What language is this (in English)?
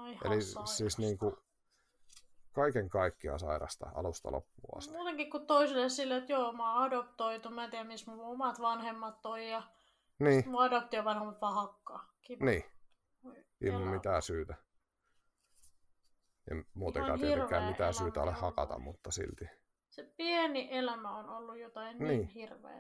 Finnish